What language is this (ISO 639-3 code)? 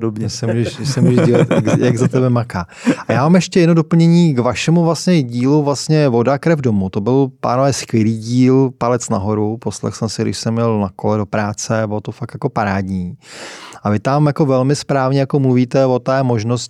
ces